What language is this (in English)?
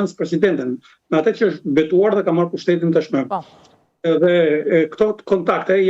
Albanian